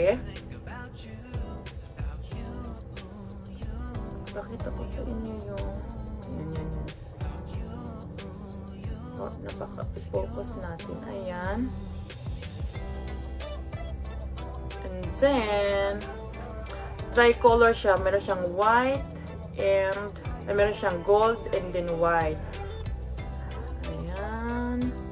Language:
Filipino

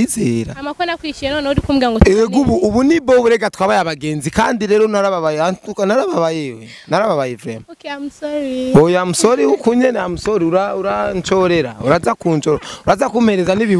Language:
Rundi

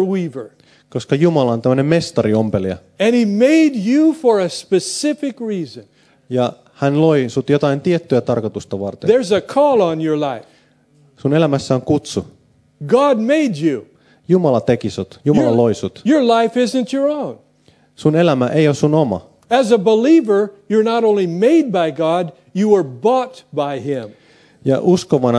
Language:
Finnish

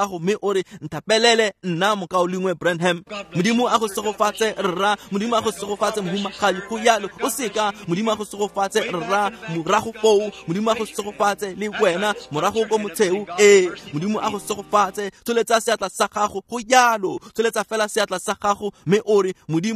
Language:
Tswana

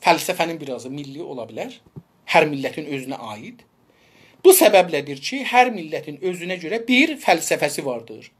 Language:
South Azerbaijani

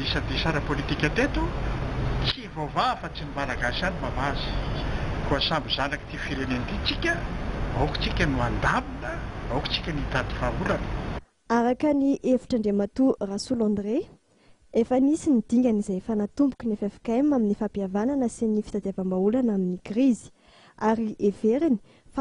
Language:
Malagasy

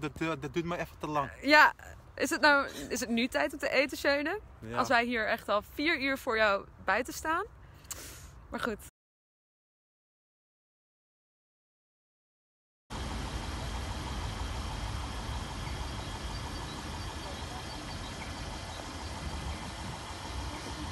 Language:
Dutch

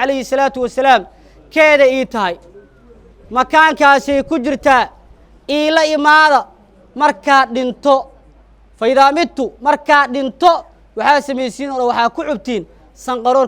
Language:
Somali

